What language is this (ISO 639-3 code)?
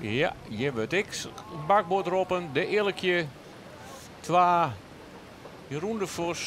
fry